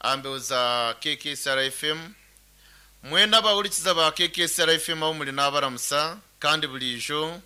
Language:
Nyankole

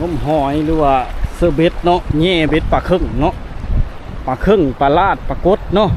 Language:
Lao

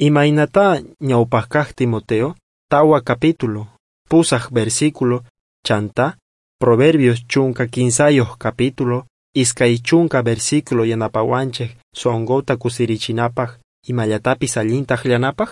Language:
South Bolivian Quechua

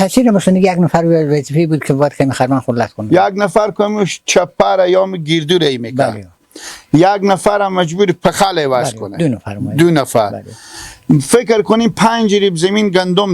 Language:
Persian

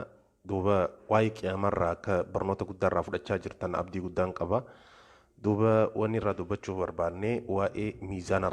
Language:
Oromo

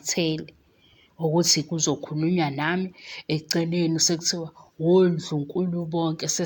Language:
Zulu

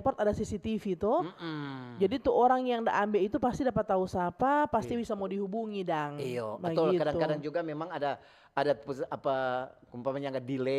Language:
Manado Malay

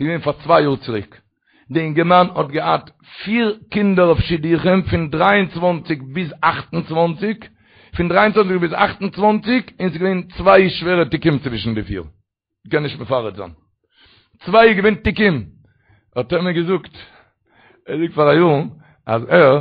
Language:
Yiddish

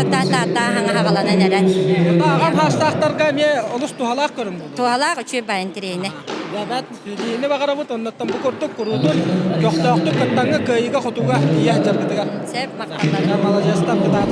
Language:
Yakut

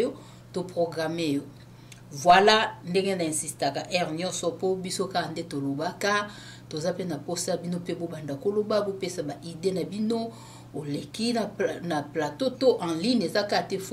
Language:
Lingala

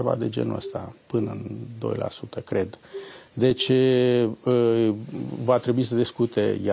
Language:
Romanian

